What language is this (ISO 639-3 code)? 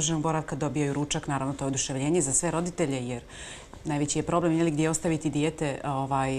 bos